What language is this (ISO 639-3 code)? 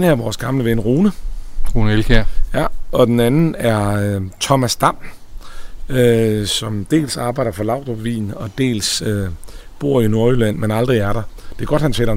dan